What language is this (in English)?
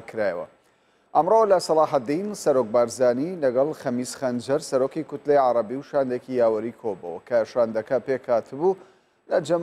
Central Kurdish